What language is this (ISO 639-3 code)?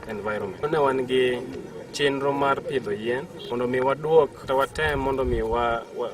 luo